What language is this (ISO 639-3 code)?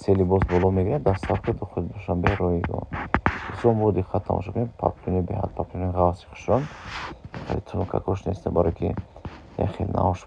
tgk